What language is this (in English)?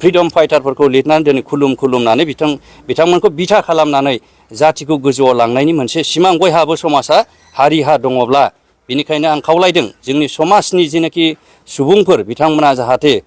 Bodo